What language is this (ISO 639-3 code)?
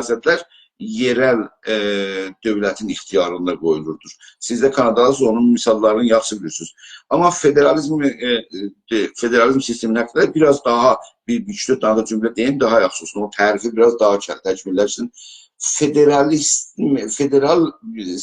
azb